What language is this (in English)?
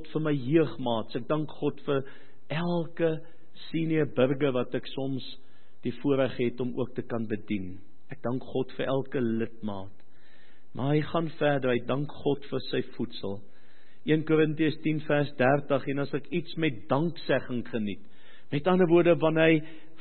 Afrikaans